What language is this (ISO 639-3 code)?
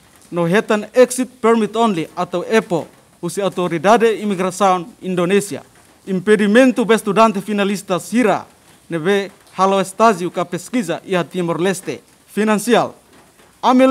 tet